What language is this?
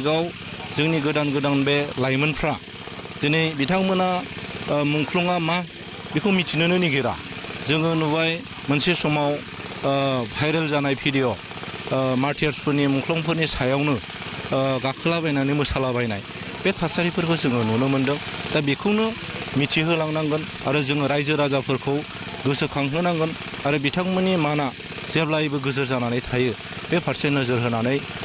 Bodo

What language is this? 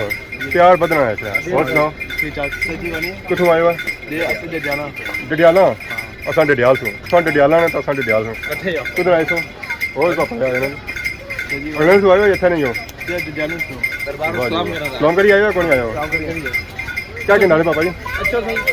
Pahari-Potwari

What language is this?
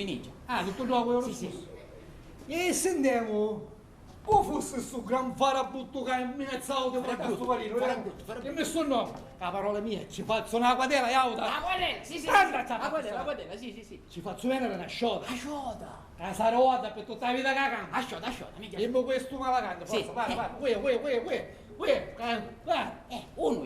Sicilian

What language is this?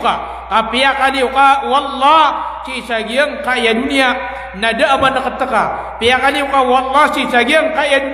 Maranao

